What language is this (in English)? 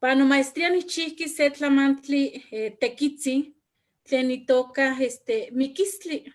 Eastern Huasteca Nahuatl